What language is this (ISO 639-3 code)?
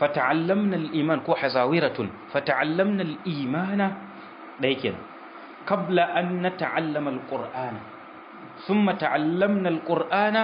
hau